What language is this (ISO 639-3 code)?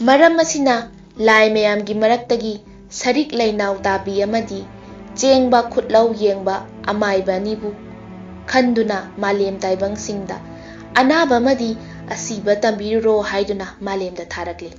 mni